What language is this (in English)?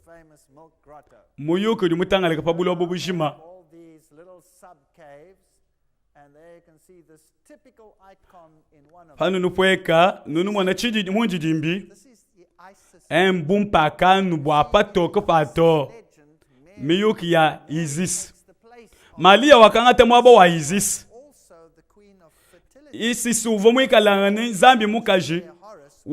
Luba-Lulua